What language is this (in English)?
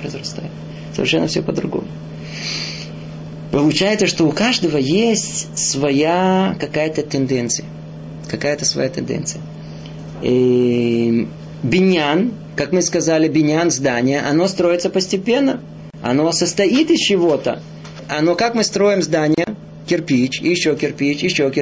Russian